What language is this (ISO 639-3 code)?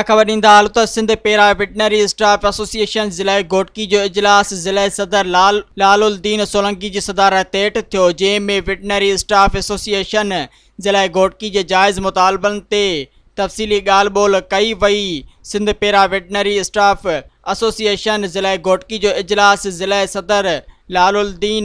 snd